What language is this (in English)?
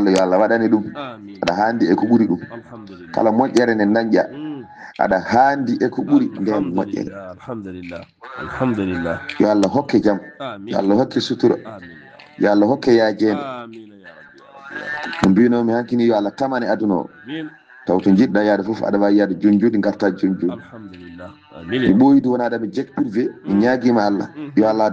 Fula